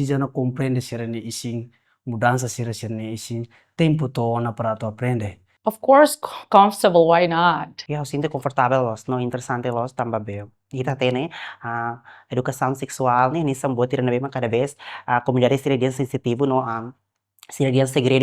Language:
Tetum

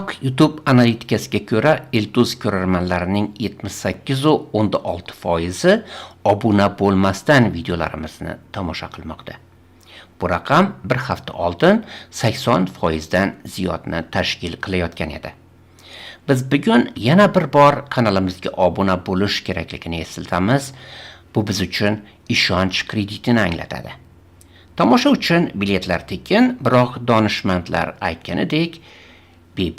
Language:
Uzbek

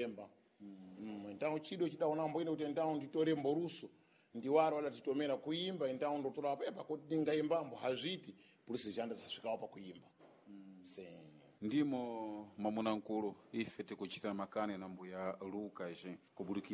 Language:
Sena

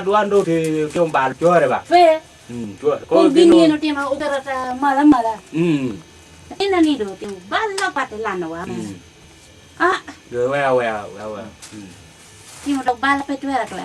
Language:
Lango (Uganda)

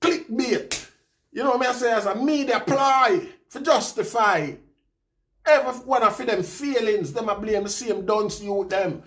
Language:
Jamaican Creole English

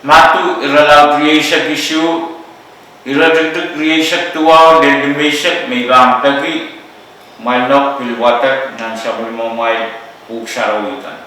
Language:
Pohnpeian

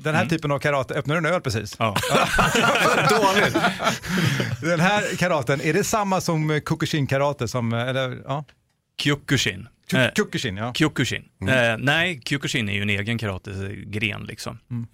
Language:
Swedish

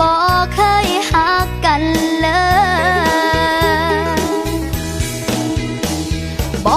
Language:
Thai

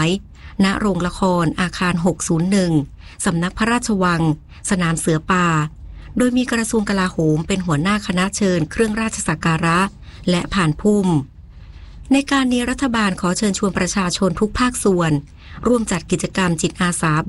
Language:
Thai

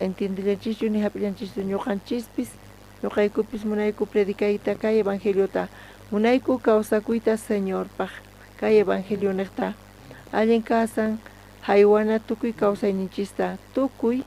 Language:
South Bolivian Quechua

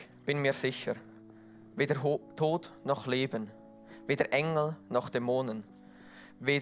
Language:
Swiss German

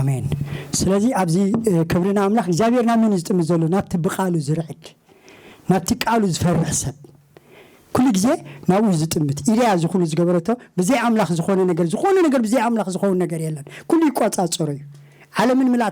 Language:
Tigrinya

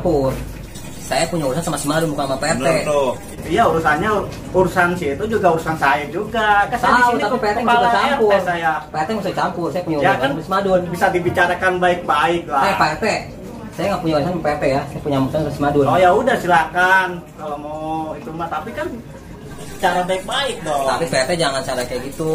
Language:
Betawi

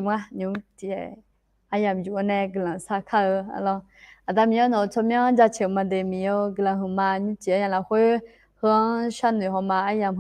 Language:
Akha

